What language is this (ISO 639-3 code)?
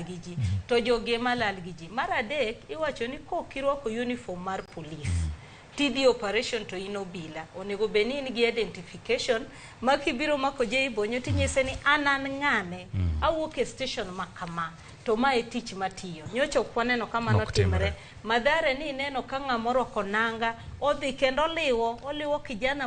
luo